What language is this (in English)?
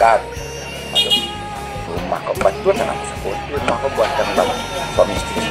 Minangkabau